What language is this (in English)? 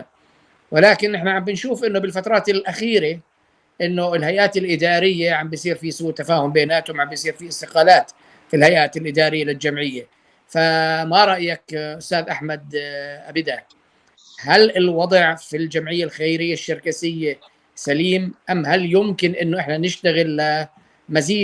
North Levantine Arabic